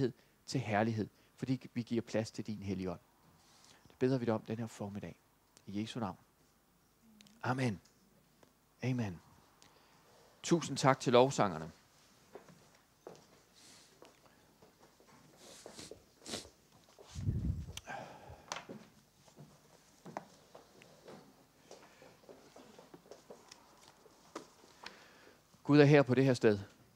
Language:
Danish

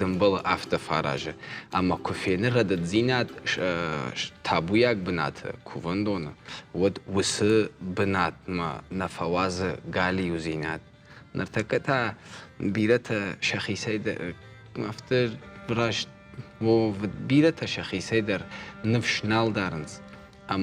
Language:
Ossetic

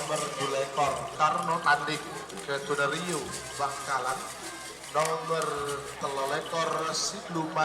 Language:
Madurese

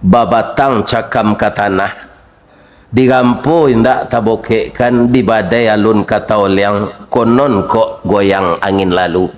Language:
Minangkabau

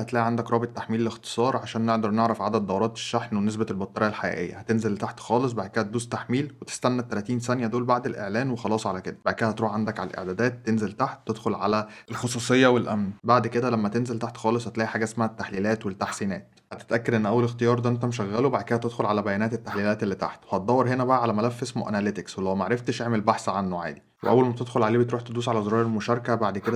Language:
Egyptian Arabic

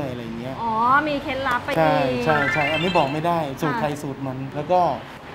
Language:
Thai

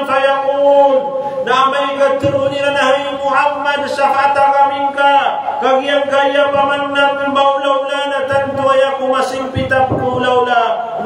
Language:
Maranao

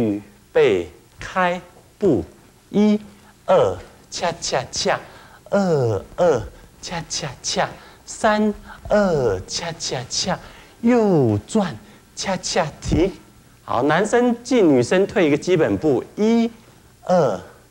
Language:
Chinese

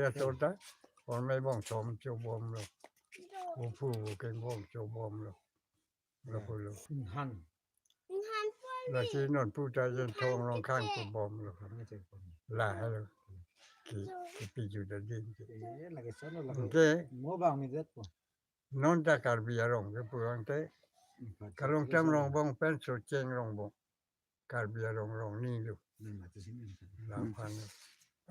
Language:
Karbi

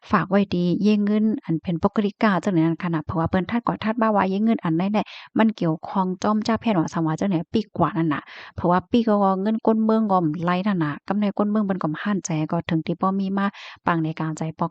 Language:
Shan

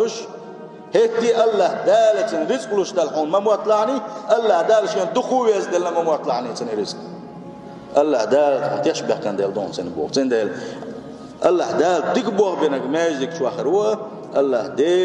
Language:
Chechen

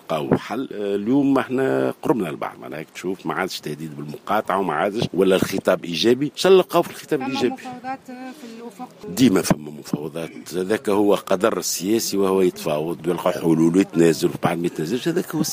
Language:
Tunisian Arabic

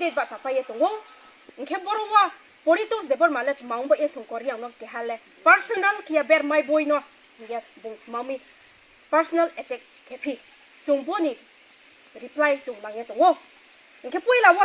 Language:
Riang (India)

